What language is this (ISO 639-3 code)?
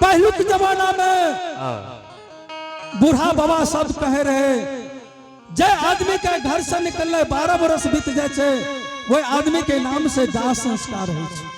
anp